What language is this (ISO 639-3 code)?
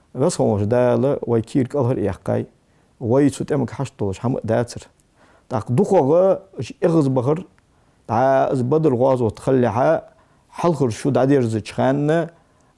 inh